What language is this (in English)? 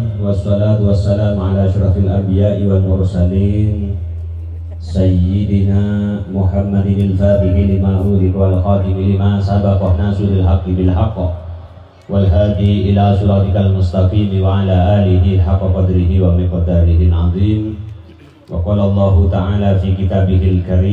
Madurese